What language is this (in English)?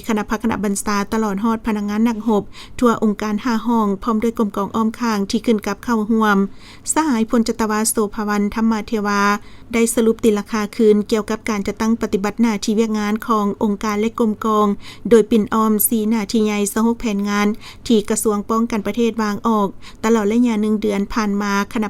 Lao